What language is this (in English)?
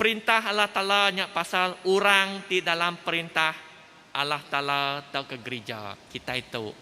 Iban